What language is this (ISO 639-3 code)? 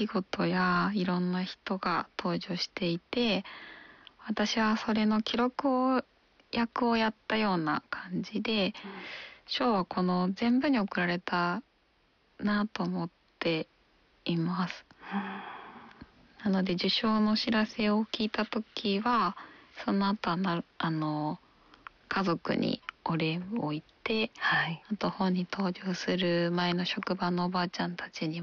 jpn